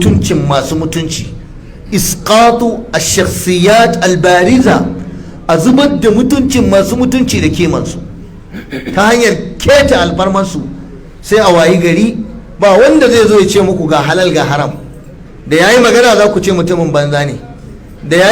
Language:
Hausa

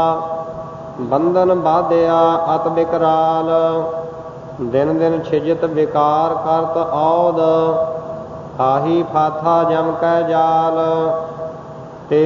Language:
Punjabi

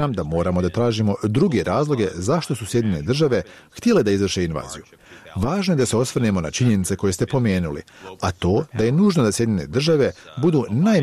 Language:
Bosnian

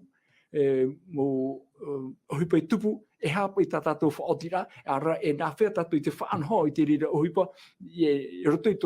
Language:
Tahitian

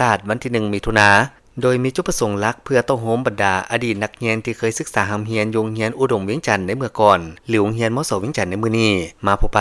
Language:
Lao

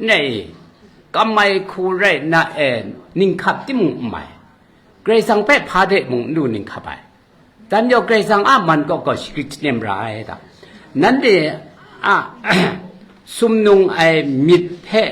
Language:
Kachin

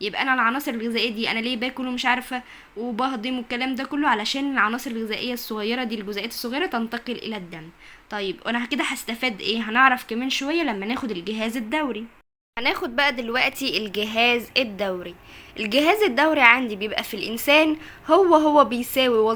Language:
Egyptian Arabic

